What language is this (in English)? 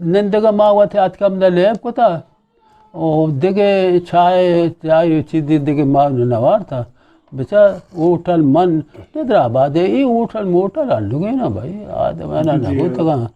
Eastern Balochi